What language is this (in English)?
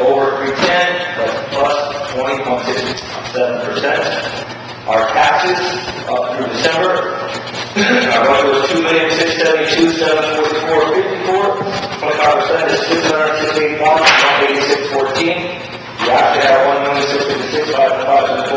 English